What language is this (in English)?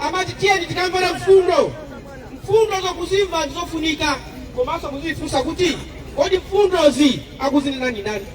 Nyanja